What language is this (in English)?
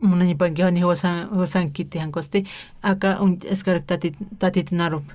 Aymara